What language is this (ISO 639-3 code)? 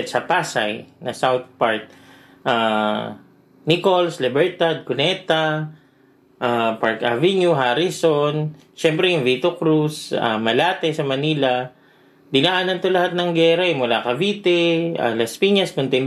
fil